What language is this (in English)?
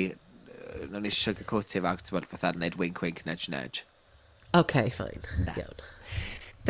Welsh